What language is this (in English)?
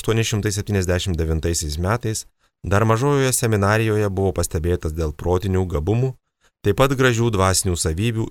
Lithuanian